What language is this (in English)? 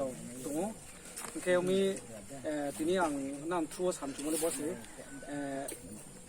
Riang (India)